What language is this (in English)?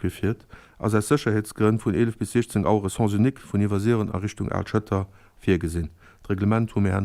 Luxembourgish